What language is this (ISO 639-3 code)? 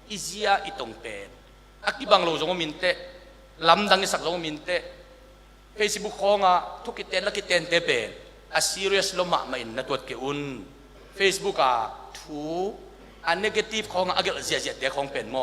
ctd